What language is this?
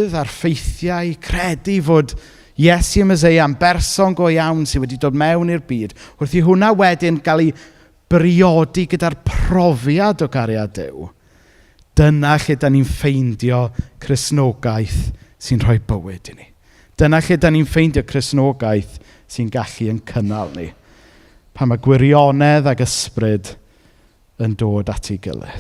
Welsh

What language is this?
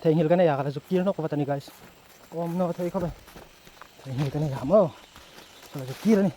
Hmar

